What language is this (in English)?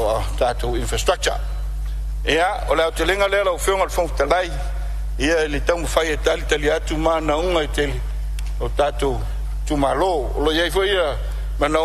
Samoan